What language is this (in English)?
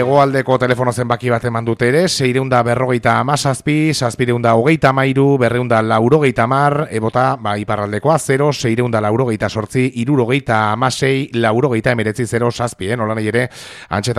Basque